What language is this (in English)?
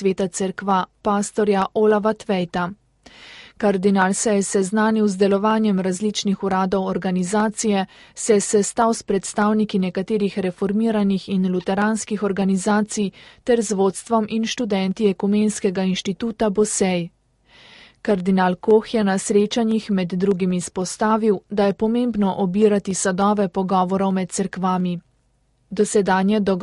Slovenian